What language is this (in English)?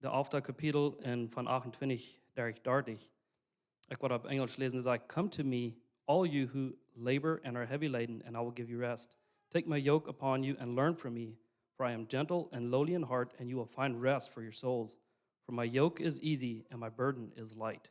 Plautdietsch